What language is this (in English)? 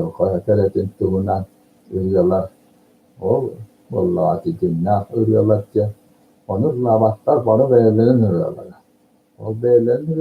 Yakut